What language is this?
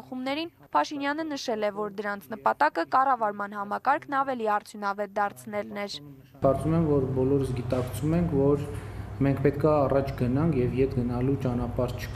Armenian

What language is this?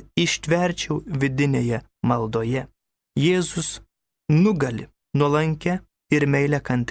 Lithuanian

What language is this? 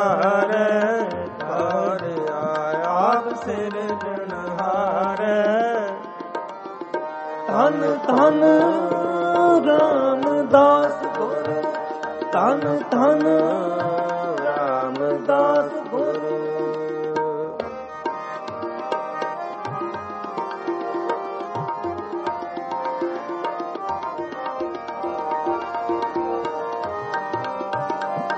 Punjabi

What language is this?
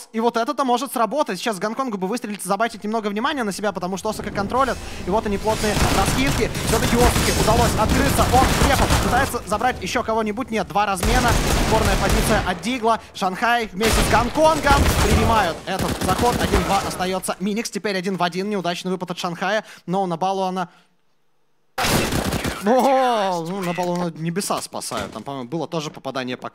Russian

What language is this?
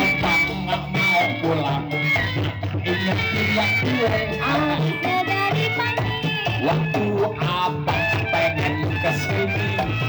Betawi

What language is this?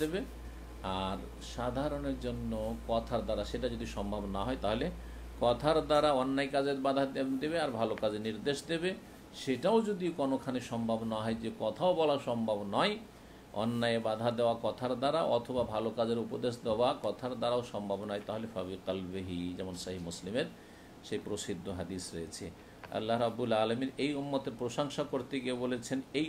Bangla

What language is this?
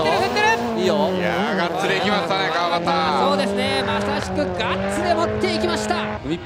Japanese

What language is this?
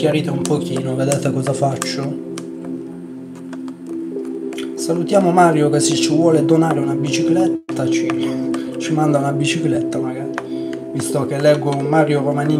Italian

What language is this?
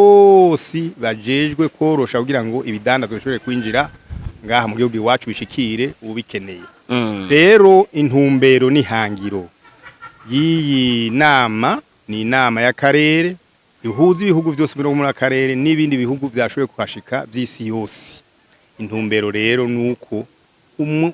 Rundi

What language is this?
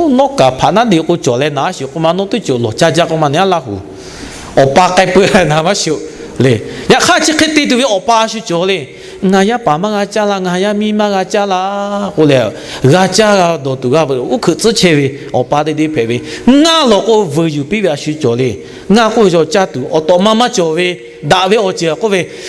Lahu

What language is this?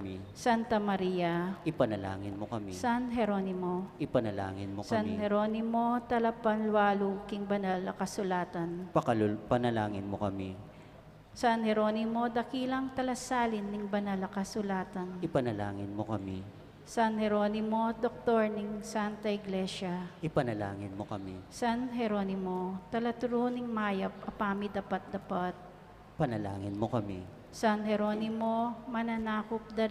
Pampanga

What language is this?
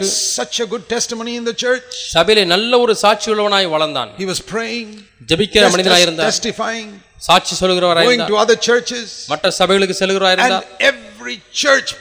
Tamil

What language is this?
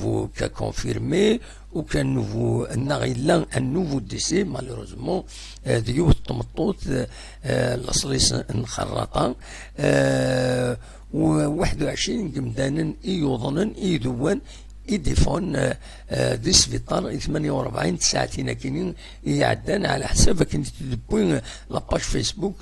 Kabyle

